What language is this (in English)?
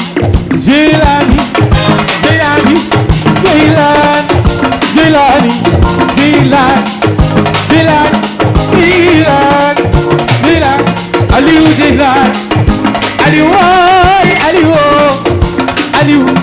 Fula